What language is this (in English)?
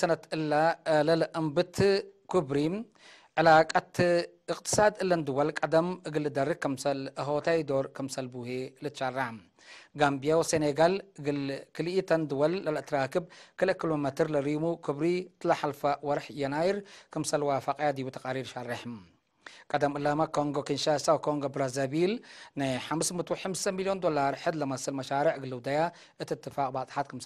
Tigre